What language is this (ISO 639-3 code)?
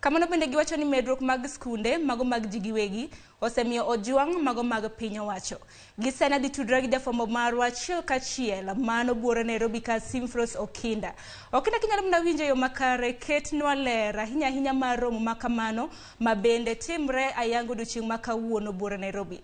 luo